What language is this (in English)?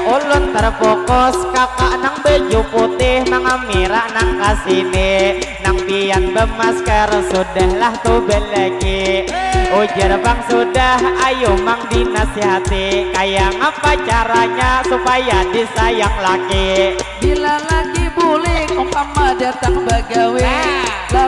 Banjar